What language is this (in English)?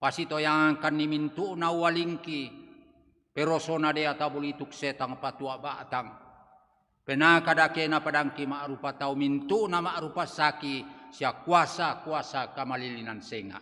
Toraja-Sa'dan